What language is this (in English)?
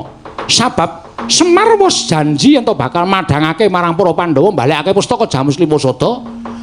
Javanese